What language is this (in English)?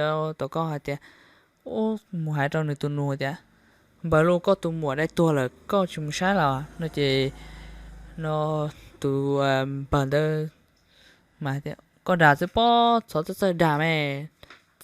Hmong